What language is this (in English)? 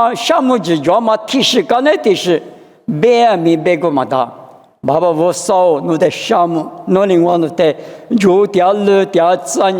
Lisu